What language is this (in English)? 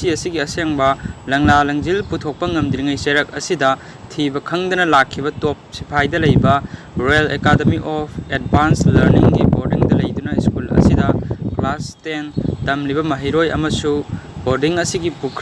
Manipuri